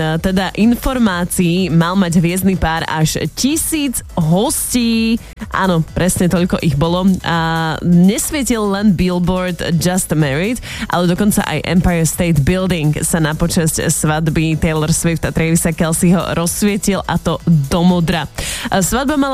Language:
Slovak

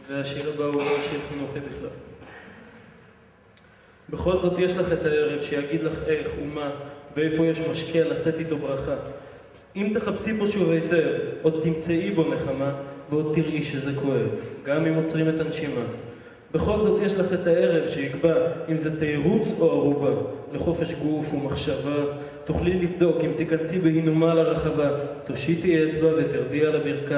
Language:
Hebrew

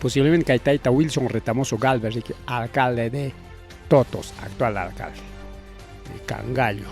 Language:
Ayacucho Quechua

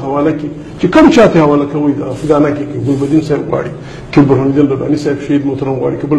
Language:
Pashto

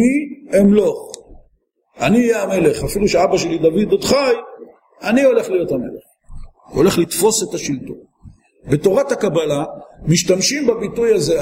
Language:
Hebrew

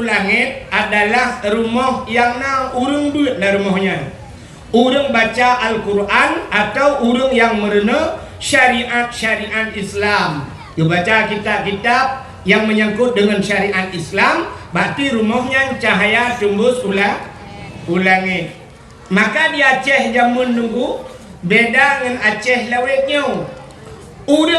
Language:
Achinese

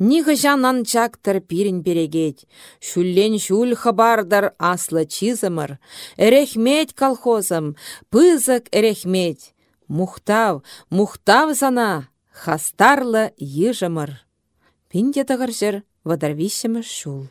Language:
Chuvash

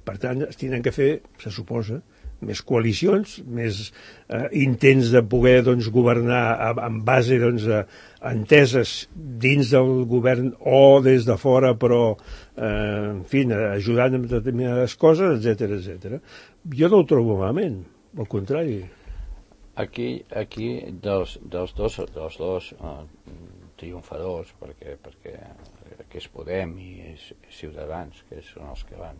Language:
Catalan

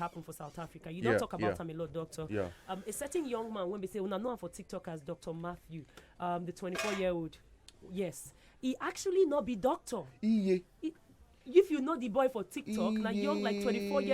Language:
Nigerian Pidgin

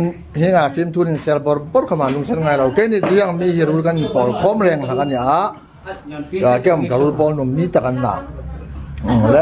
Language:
Hmar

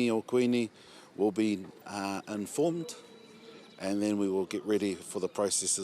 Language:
Māori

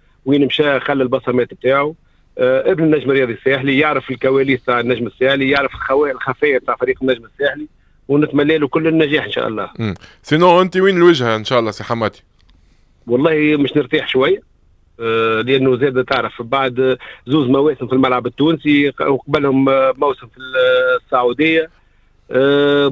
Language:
Tunisian Arabic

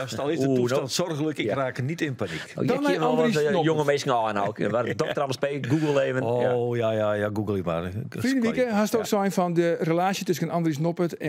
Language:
Western Frisian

